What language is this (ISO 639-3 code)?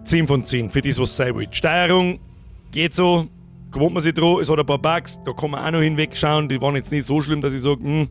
bar